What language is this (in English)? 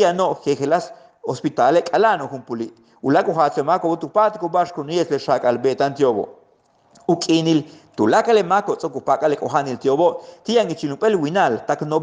Yucateco